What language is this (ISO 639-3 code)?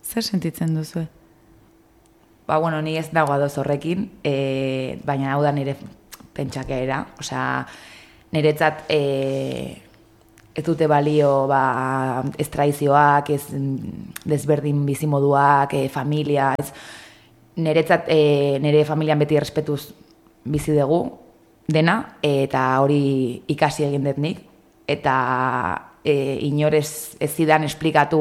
eus